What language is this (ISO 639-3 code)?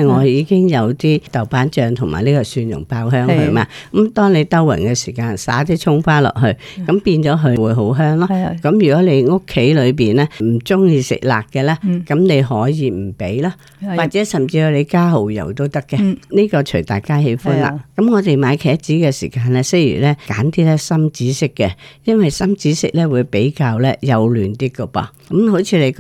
yue